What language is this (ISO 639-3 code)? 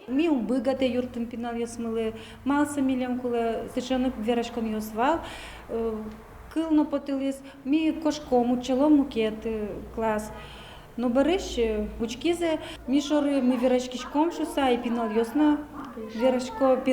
udm